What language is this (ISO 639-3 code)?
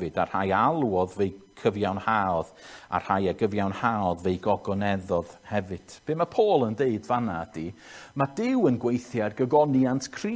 cym